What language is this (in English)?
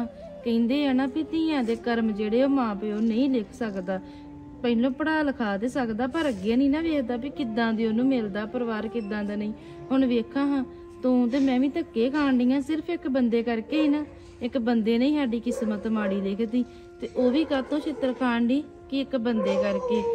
Punjabi